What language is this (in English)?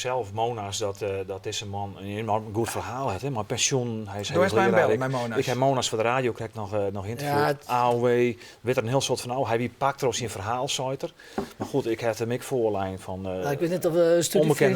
Western Frisian